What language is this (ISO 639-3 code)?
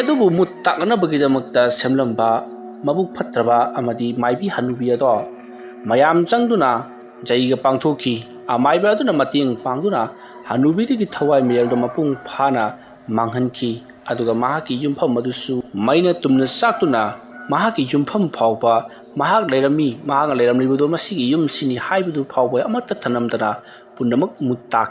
mni